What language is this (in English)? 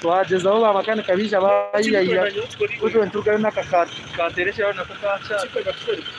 Nyankole